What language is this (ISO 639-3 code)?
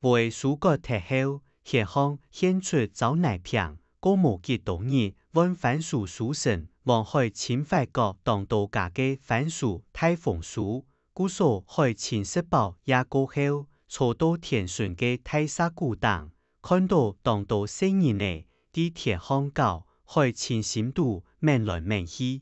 hak